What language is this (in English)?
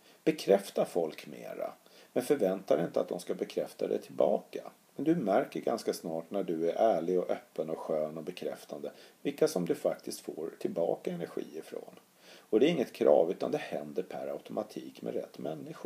Swedish